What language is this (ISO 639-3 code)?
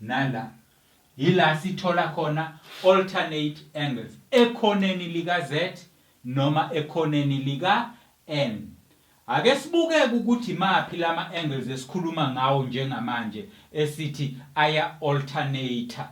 zul